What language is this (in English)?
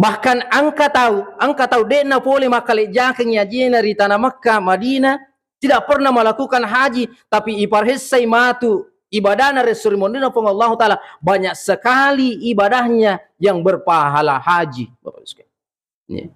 Buginese